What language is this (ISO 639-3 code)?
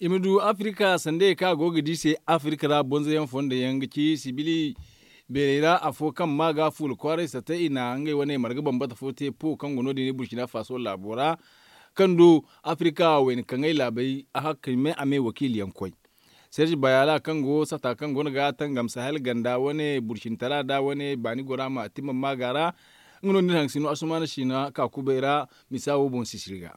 dje